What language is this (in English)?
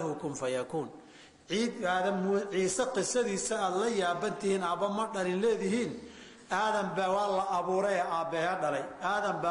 Somali